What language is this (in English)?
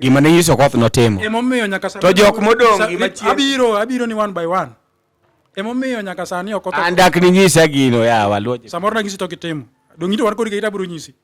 Luo (Kenya and Tanzania)